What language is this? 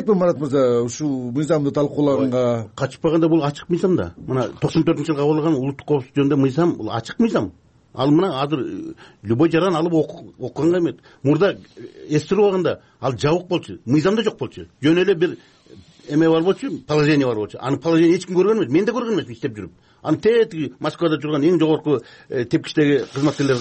Kyrgyz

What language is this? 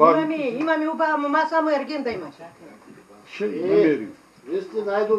Bulgarian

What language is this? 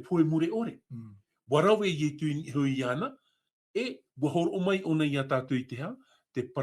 Tahitian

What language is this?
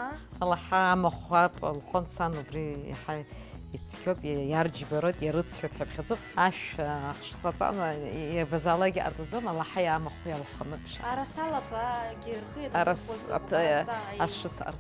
Abkhazian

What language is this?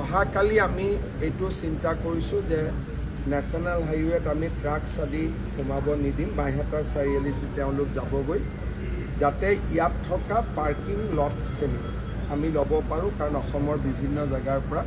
Assamese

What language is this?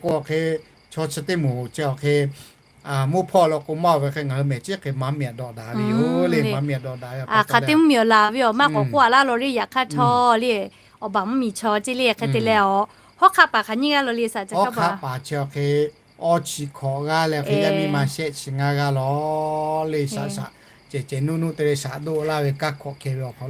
Lahu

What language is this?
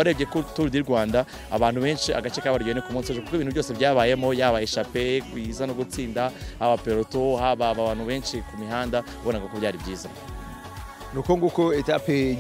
Kinyarwanda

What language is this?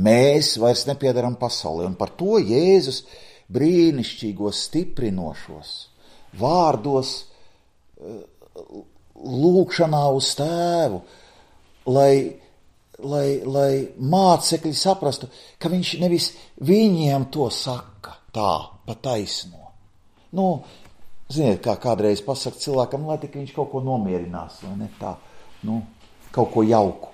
Latvian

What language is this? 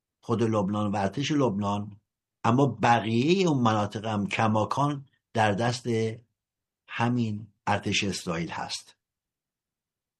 Persian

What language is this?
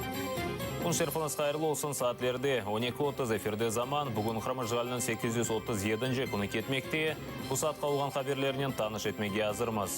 Crimean Tatar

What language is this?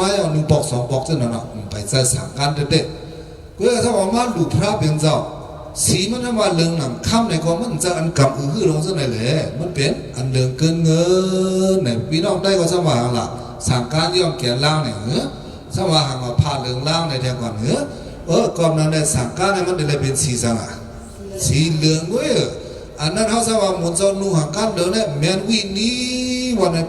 Shan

